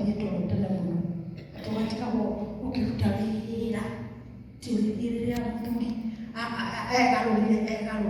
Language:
Kikuyu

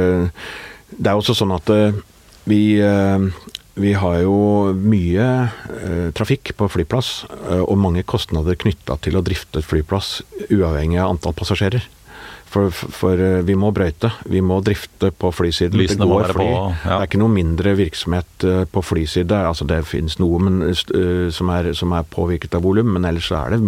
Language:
Norwegian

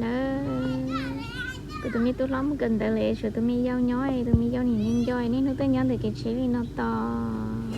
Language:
Hmong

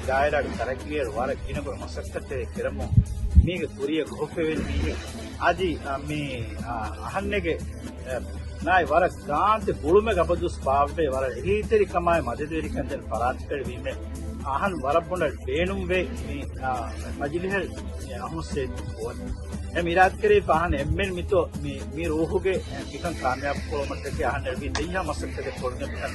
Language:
Divehi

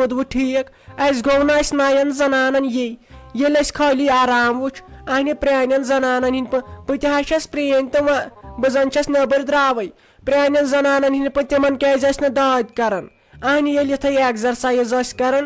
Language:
Kashmiri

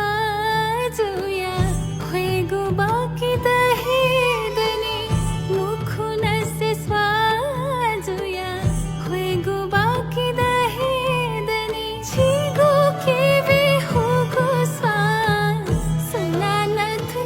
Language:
Newari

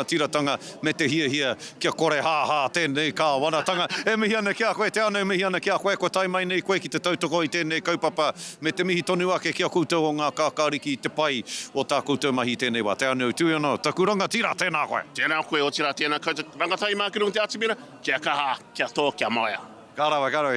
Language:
Māori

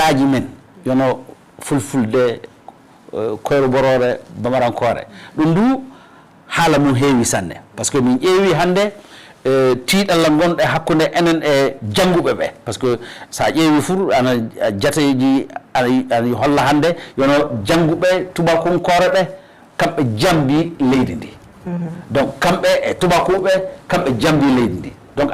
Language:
Fula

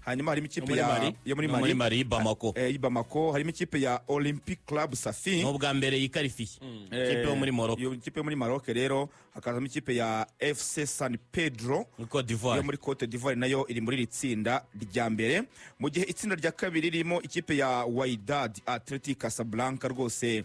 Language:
Kinyarwanda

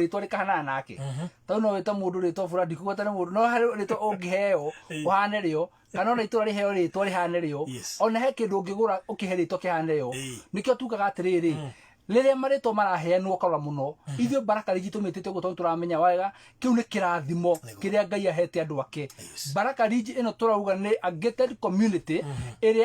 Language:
Kikuyu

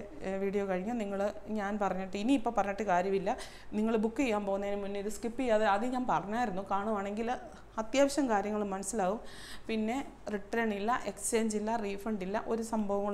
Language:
Malayalam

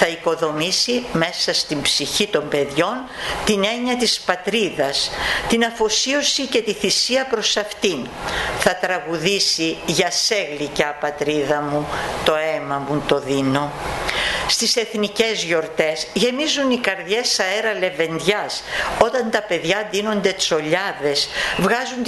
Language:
Greek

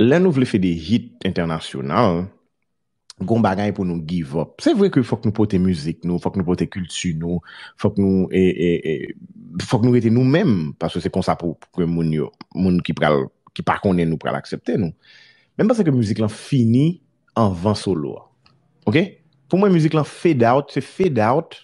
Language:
Haitian Creole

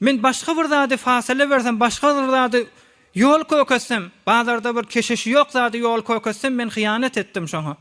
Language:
Turkmen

